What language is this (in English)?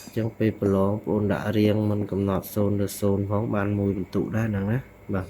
Khmer